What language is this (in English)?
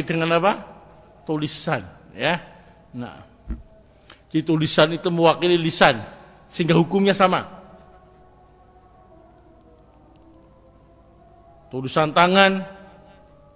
Indonesian